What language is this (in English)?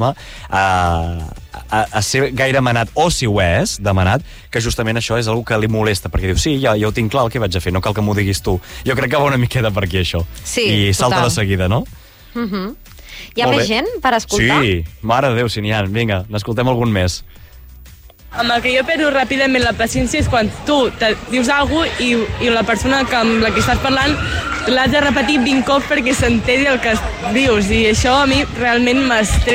Catalan